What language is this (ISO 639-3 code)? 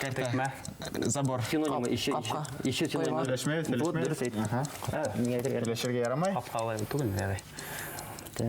bak